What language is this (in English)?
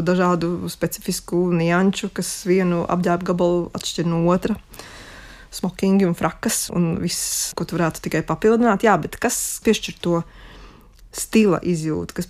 Latvian